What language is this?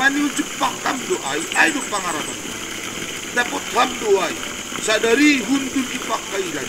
Batak Simalungun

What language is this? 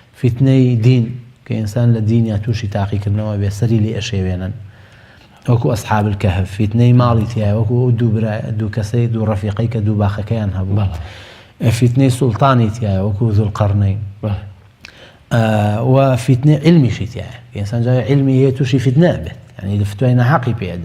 Central Kurdish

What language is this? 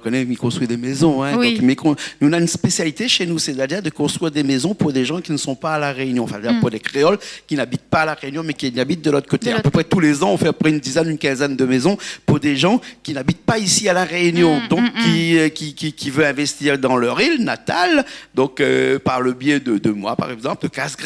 Réunion Creole French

